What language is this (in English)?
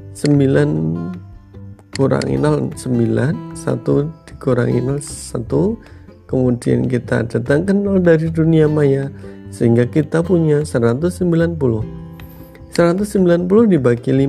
Indonesian